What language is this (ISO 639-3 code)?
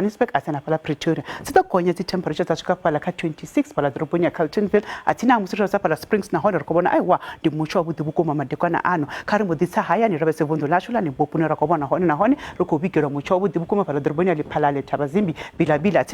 ven